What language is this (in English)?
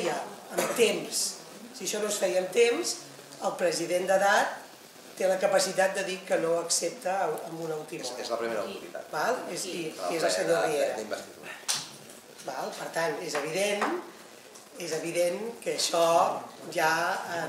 Catalan